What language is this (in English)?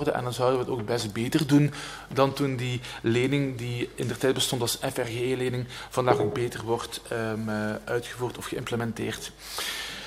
Dutch